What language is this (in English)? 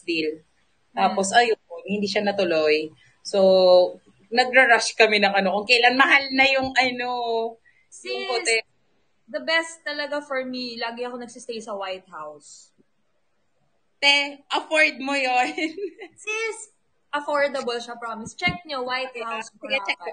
Filipino